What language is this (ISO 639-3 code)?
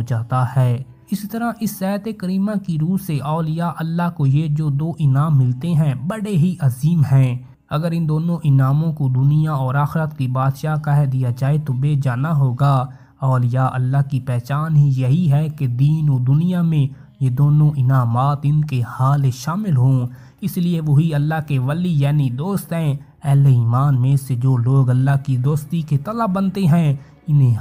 urd